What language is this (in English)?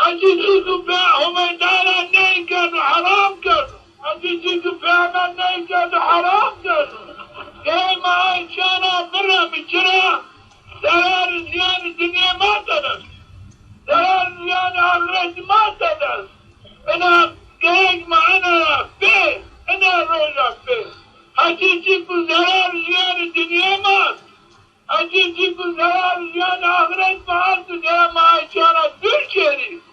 Zaza